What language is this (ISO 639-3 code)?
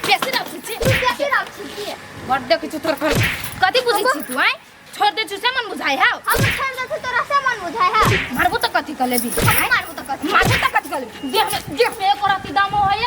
mai